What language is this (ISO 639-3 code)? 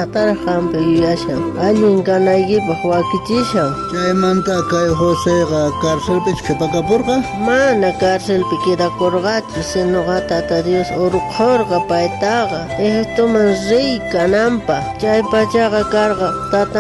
quh